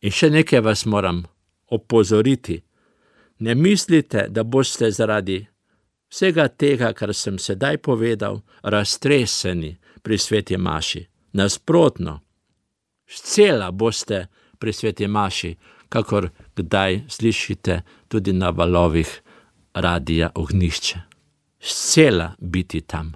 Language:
Slovenian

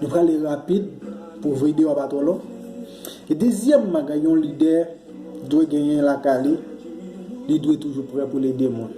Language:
Haitian Creole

